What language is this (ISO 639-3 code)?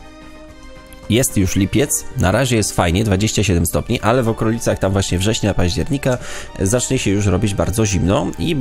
pol